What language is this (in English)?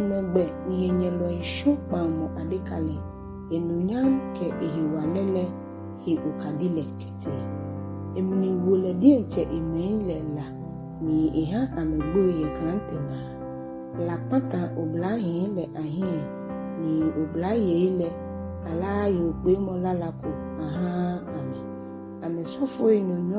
Ga